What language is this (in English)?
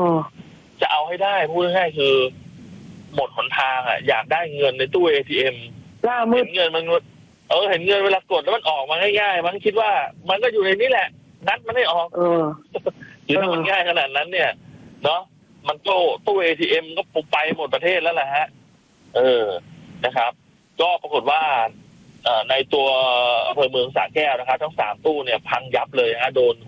Thai